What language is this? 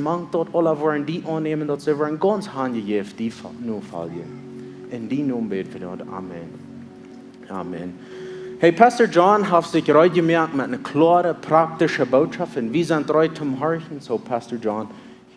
Plautdietsch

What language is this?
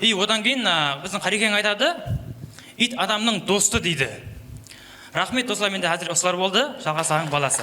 Kara-Kalpak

